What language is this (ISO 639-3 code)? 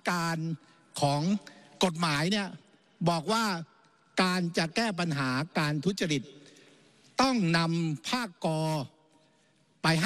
tha